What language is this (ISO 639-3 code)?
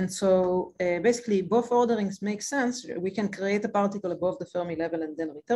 eng